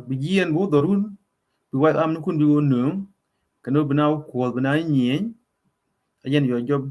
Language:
Nuer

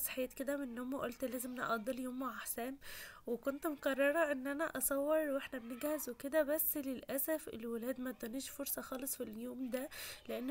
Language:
Egyptian Arabic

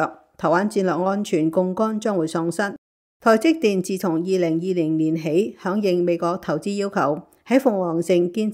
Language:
Cantonese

